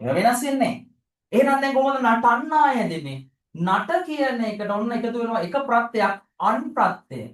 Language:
Sinhala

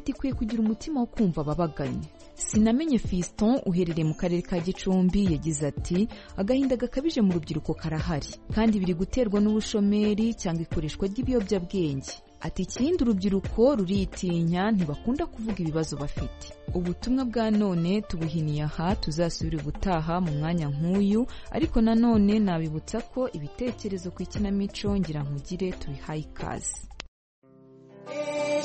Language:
Kinyarwanda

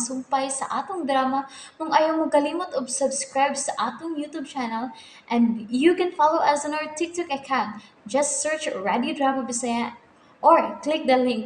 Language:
Cebuano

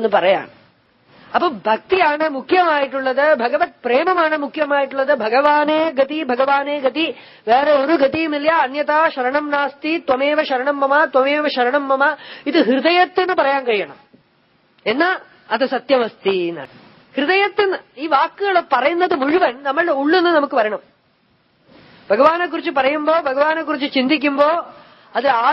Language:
Malayalam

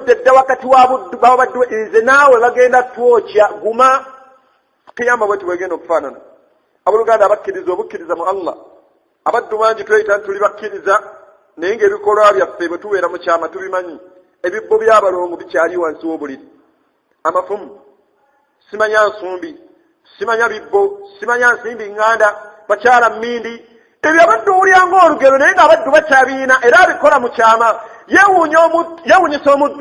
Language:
Ganda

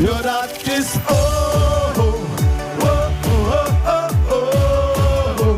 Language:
Limburgish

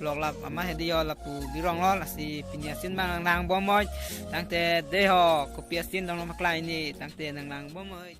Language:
Karbi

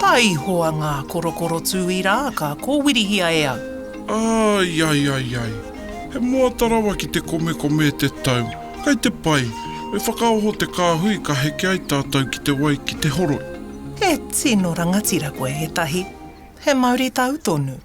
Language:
Māori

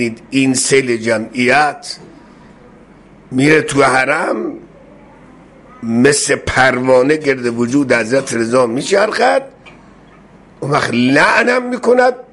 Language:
Persian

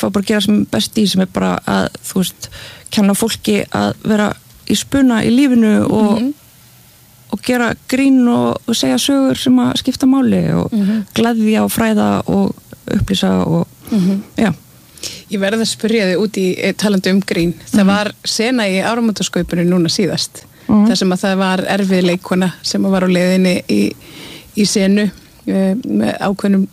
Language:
Icelandic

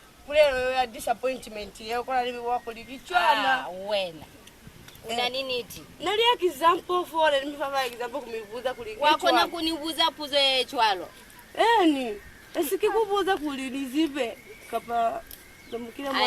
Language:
Lozi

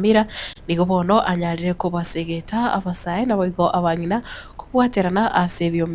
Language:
Gusii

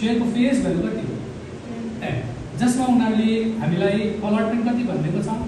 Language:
Nepali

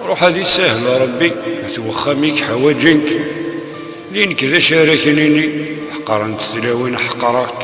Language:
Kabyle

